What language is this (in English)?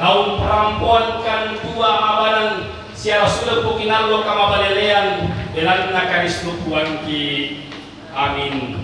Toraja-Sa'dan